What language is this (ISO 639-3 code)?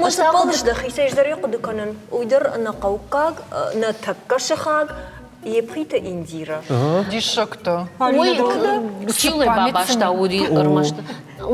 oss